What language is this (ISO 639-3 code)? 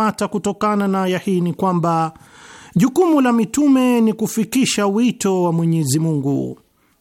swa